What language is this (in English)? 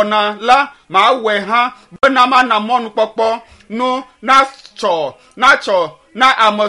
Ewe